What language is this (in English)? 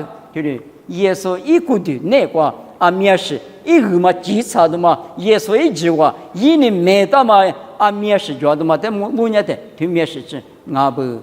Lisu